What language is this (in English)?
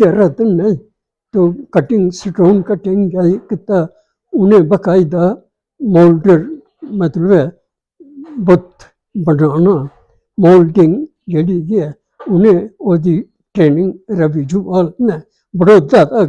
Dogri